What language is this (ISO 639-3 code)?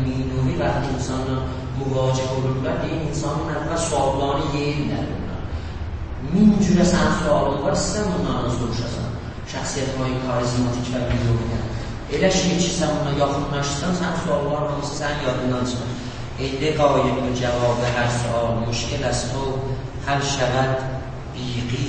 azb